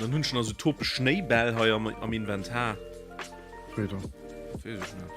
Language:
Luxembourgish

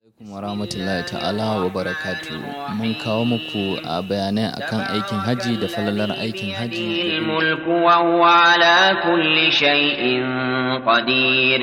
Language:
Hausa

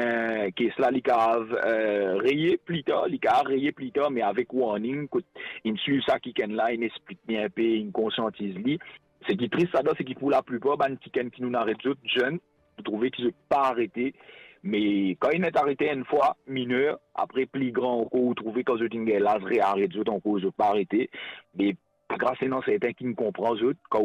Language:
Morisyen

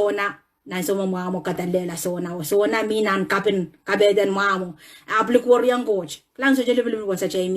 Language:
Pohnpeian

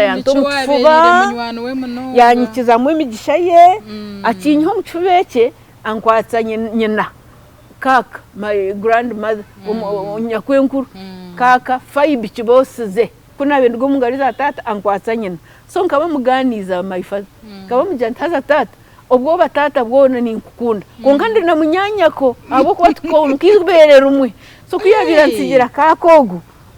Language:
Nyankole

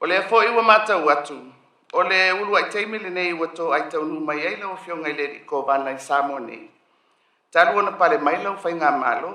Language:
Samoan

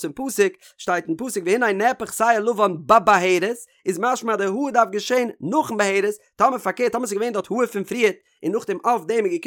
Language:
Yiddish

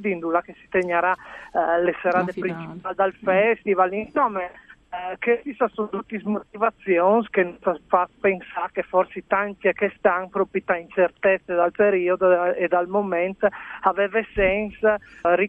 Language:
Friulian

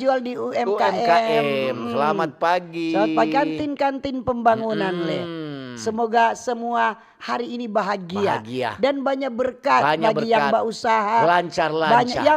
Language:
Manado Malay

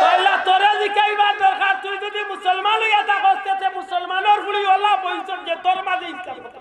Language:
Sylheti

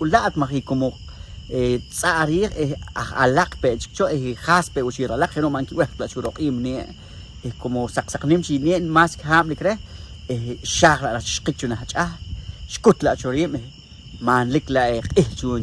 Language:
Poqomchi'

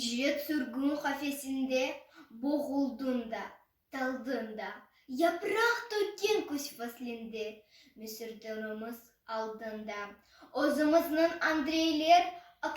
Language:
Crimean Tatar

